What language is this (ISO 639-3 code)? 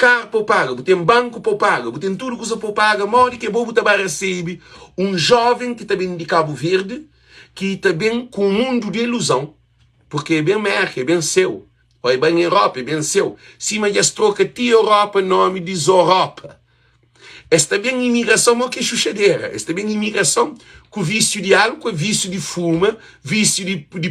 kea